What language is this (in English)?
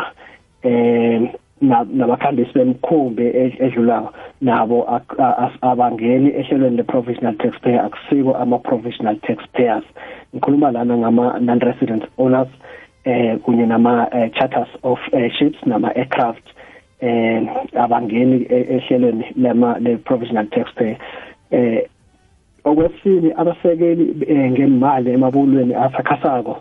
South Ndebele